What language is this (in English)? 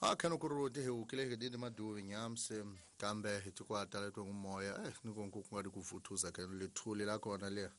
Tsonga